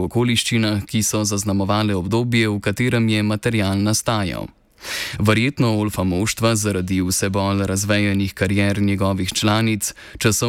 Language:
Slovenian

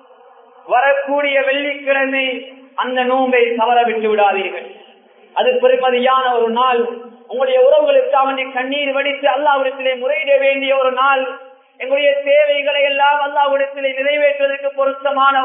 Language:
Tamil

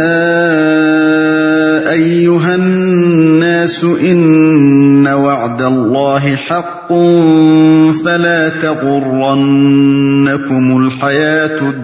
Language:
Urdu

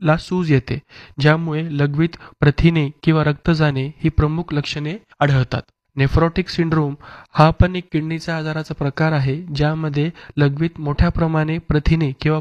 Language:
Marathi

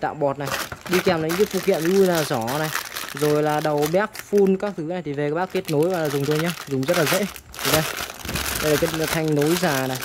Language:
Vietnamese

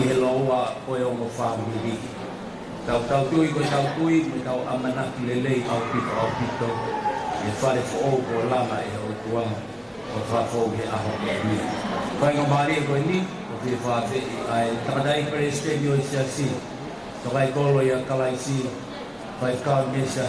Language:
Tongan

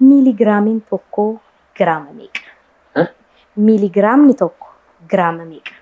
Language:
Oromo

